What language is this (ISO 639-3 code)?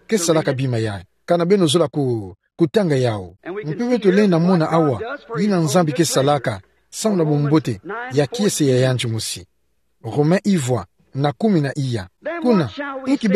ktu